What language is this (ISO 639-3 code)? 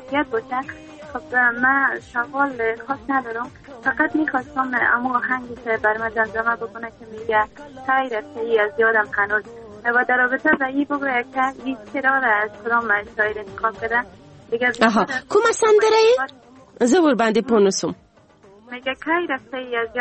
fas